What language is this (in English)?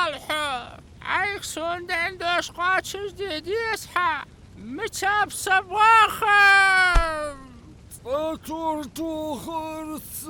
Ingush